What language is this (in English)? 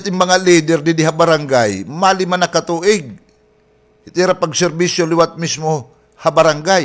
Waray